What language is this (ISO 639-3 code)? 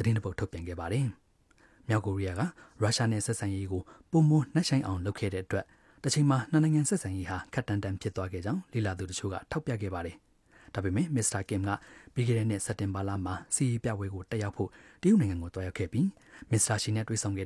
mya